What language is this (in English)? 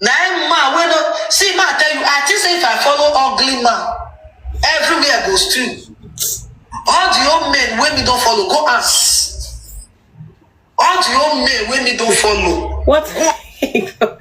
Nigerian Pidgin